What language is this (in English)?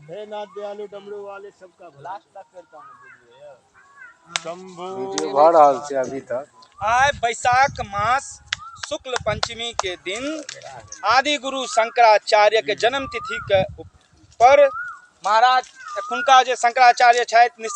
Maithili